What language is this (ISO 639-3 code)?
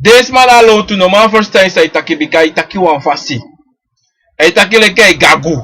srn